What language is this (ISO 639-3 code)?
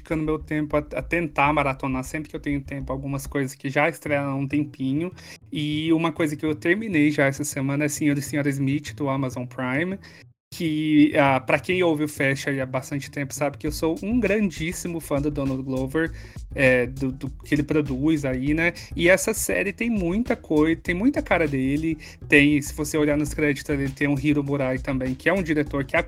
por